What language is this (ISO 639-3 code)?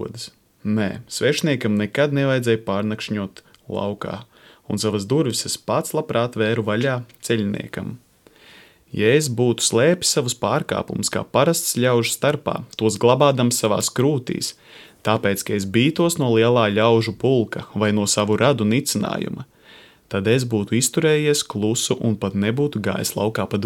lav